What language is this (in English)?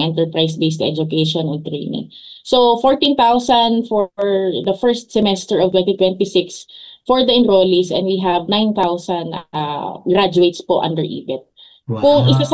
Filipino